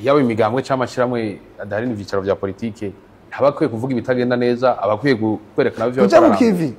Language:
Rundi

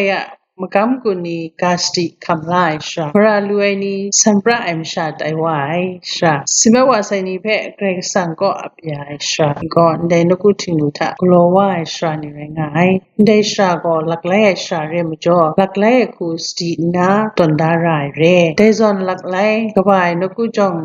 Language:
Kachin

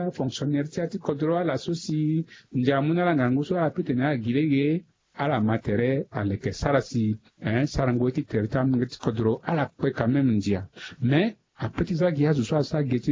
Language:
Sango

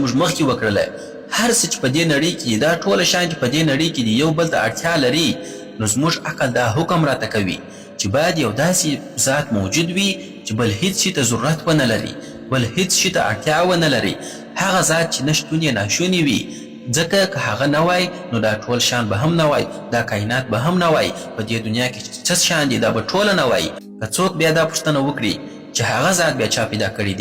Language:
Pashto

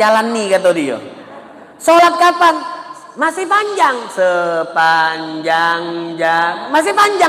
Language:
Musi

